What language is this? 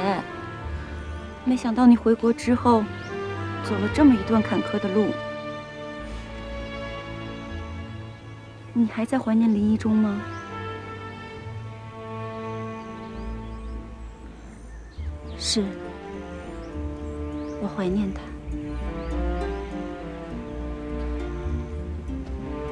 Chinese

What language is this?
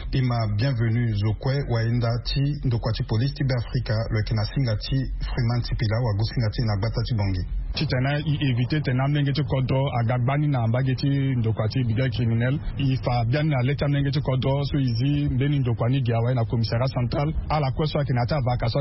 Sango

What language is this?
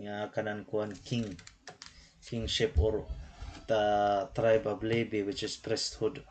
Waray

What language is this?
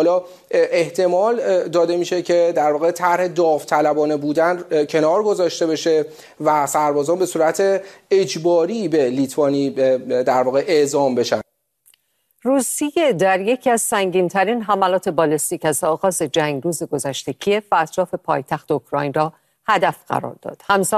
Persian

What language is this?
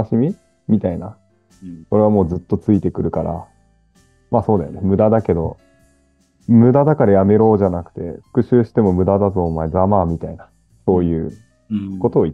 Japanese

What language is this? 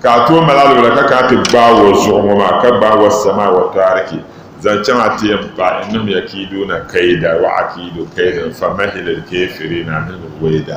Dagbani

